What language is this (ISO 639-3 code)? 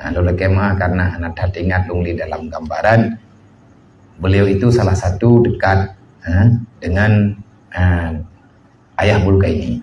ace